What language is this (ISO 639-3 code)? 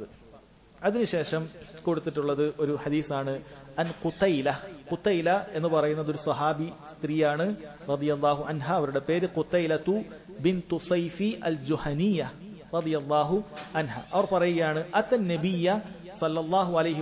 mal